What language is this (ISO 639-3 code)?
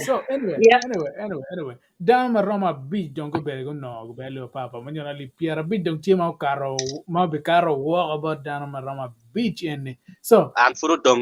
ach